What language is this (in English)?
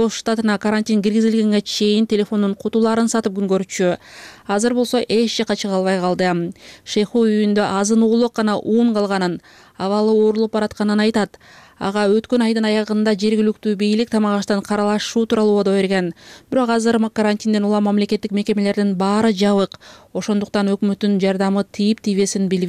Kyrgyz